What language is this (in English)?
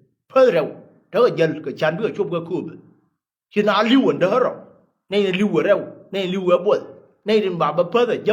Nuer